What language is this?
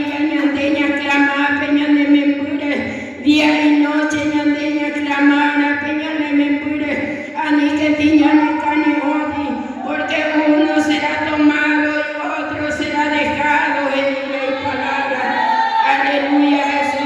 Guarani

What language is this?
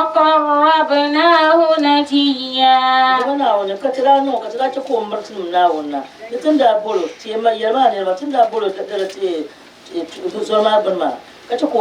Dagbani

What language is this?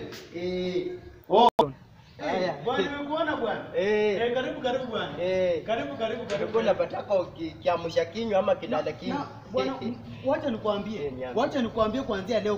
Swahili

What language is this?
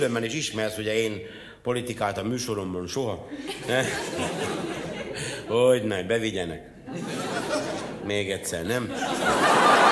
Hungarian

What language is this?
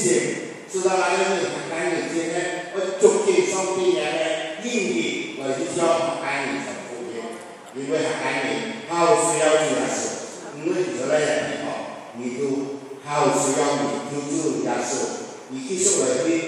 Hakka Chinese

